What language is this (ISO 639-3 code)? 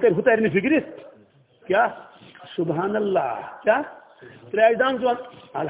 kas